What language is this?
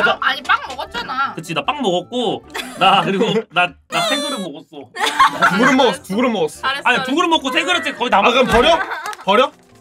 Korean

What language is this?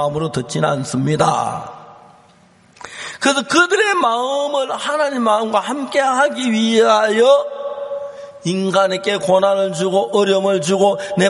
Korean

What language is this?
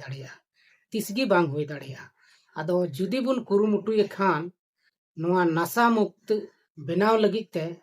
Santali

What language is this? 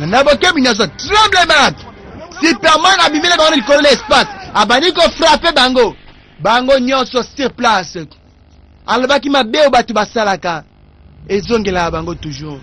Lingala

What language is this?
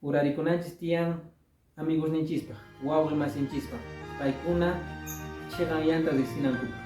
Quechua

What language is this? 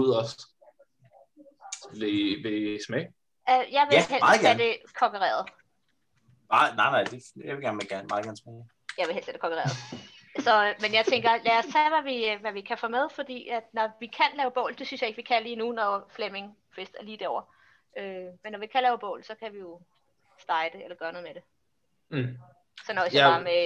Danish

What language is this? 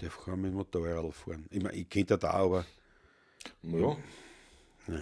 Bavarian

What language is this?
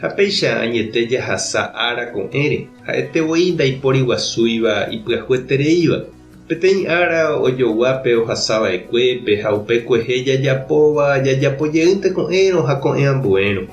Guarani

